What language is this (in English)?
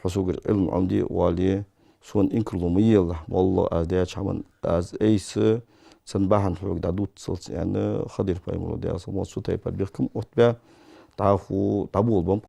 Ingush